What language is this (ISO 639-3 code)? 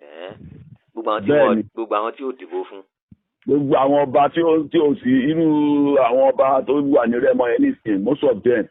yor